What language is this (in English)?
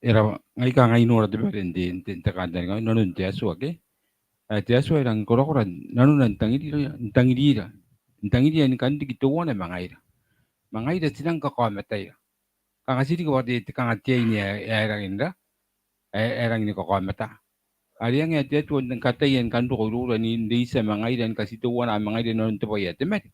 Gilbertese